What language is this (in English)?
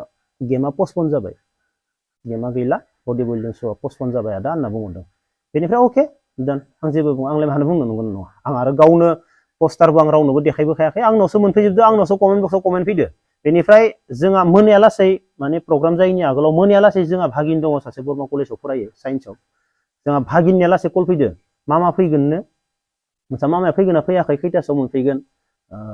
Bodo